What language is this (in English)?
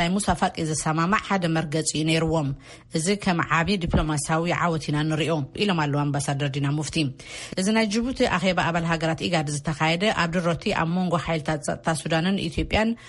Tigrinya